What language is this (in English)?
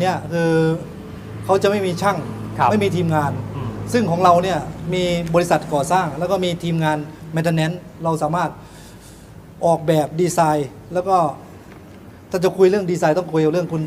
Thai